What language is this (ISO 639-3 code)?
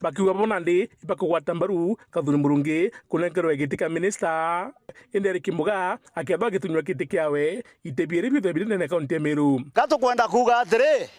mer